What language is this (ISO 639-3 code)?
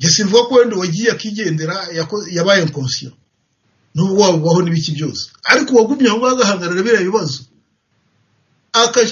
kin